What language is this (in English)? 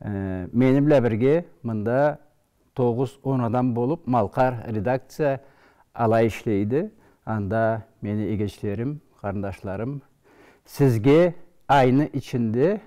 Karachay-Balkar